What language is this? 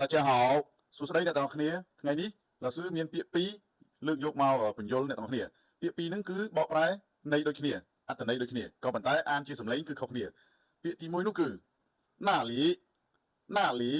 Khmer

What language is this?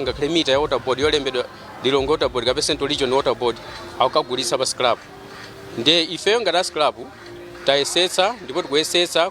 Nyanja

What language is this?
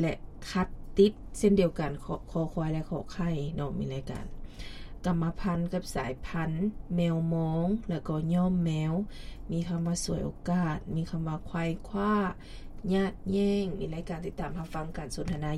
Lao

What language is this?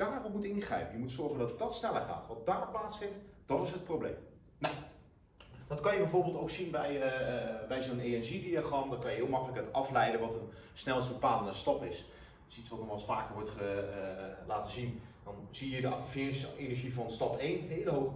Dutch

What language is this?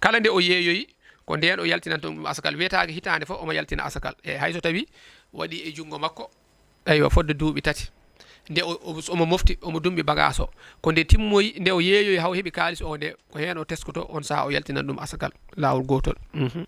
Fula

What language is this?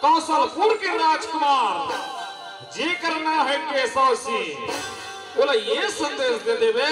Chhattisgarhi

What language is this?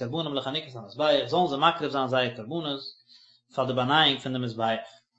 Yiddish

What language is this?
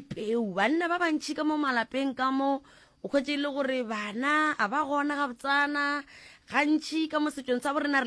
Northern Sotho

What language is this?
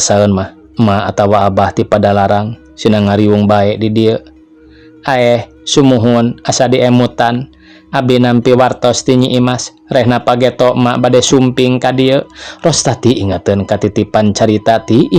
Sundanese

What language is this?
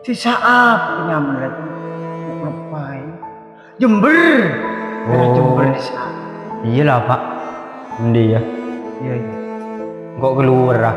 Madurese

